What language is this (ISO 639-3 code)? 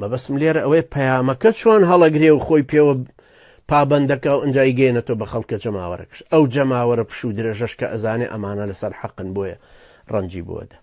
ckb